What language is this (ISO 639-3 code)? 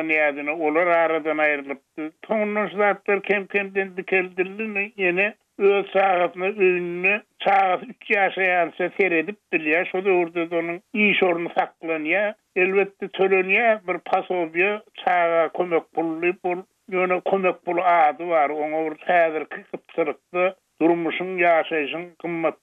tuk